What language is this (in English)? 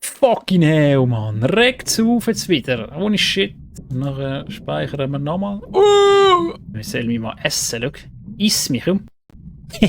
Swiss German